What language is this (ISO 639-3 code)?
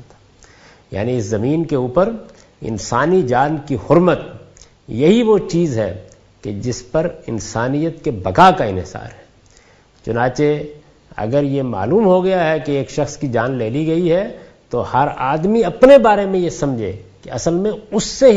urd